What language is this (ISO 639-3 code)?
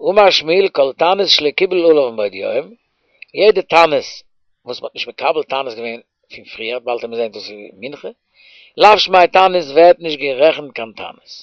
yid